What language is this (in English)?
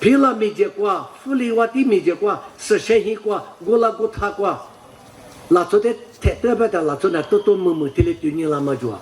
Lisu